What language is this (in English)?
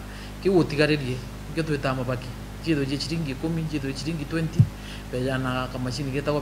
Meru